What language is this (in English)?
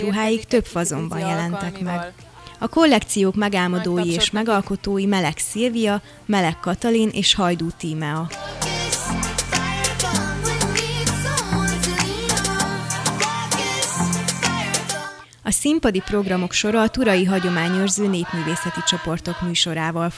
Hungarian